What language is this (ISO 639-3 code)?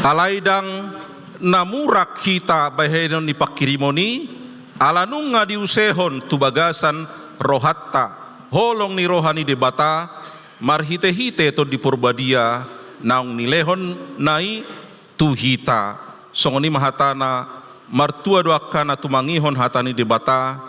bbc